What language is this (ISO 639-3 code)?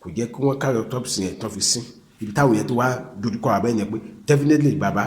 yor